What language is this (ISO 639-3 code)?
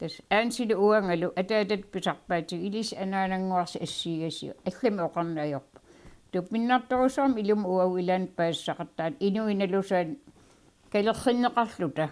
kal